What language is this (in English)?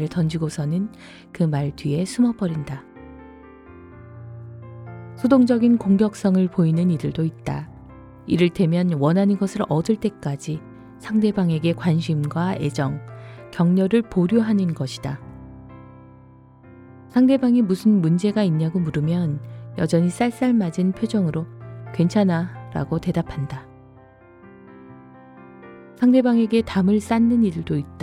Korean